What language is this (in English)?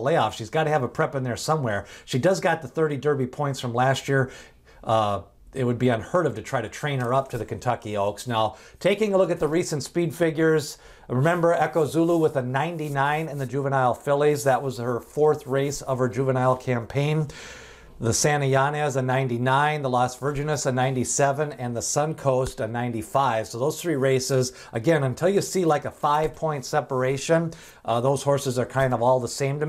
English